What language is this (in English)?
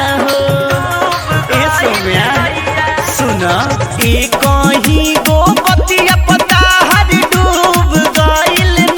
Bhojpuri